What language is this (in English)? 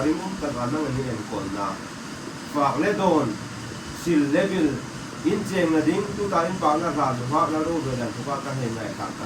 Hmar